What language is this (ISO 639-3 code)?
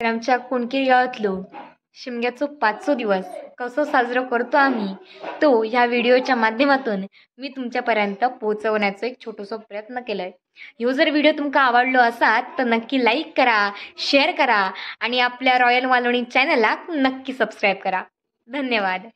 kok